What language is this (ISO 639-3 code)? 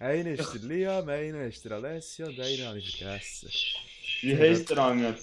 gsw